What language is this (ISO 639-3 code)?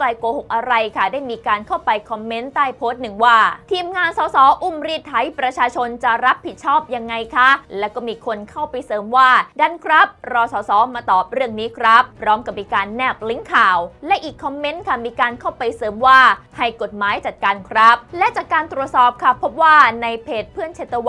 tha